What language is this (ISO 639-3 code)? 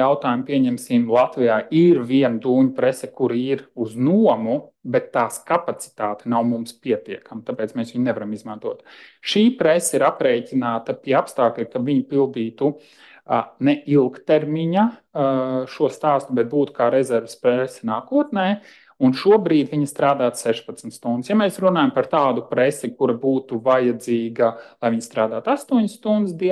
lav